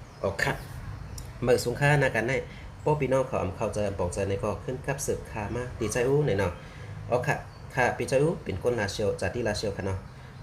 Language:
Shan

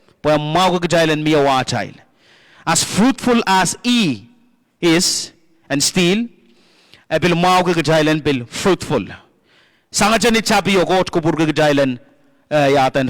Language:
Pohnpeian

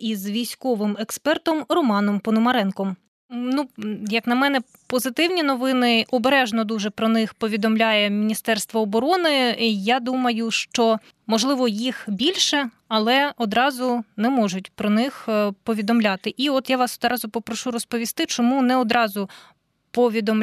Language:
Ukrainian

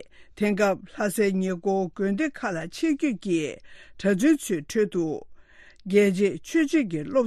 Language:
Tibetan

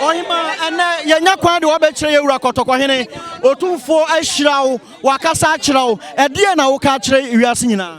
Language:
Akan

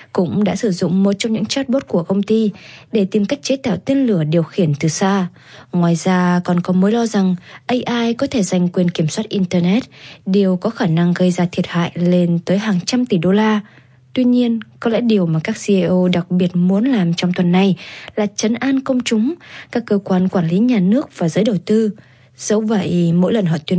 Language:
Vietnamese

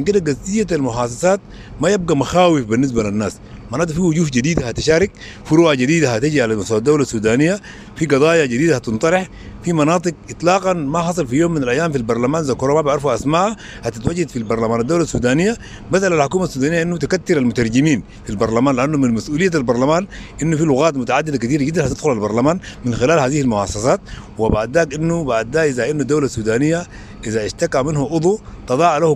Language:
Sudanese Arabic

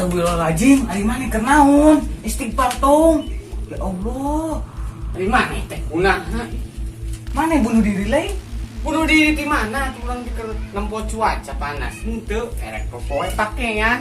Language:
Sundanese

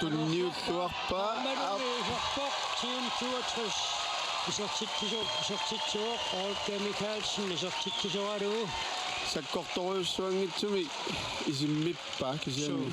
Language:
Kalaallisut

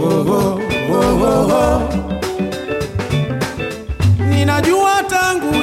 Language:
Swahili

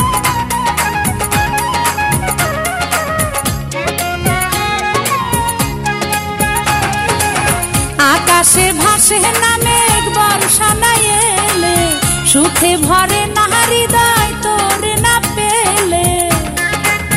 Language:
Bangla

